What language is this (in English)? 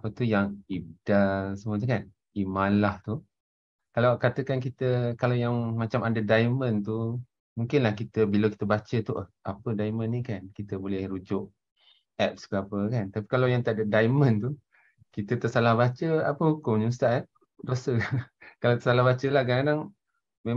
Malay